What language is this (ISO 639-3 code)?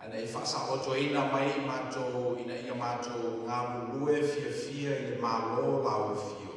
smo